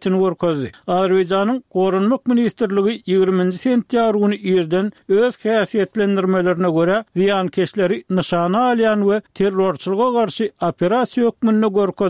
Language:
Turkmen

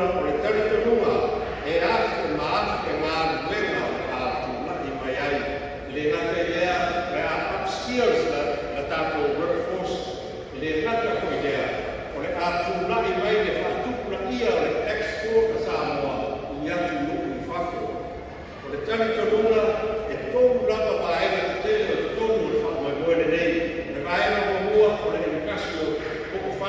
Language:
Samoan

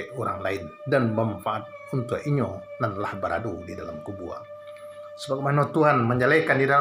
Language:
Minangkabau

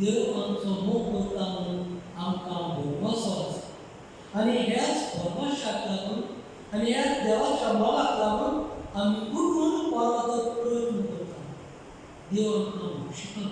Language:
Konkani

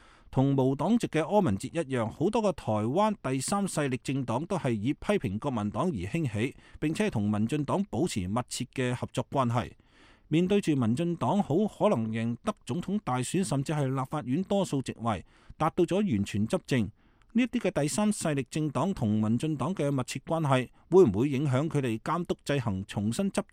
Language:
Cantonese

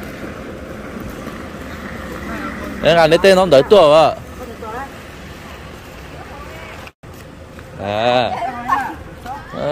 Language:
Vietnamese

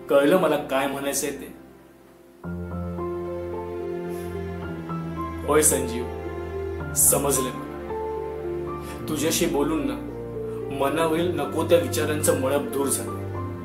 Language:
Marathi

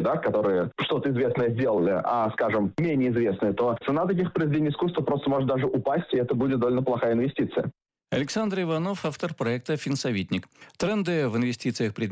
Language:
Russian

